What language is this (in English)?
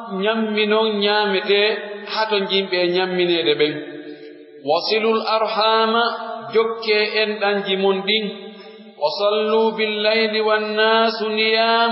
Pular